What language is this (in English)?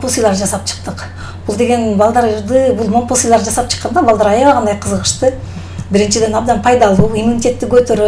Kyrgyz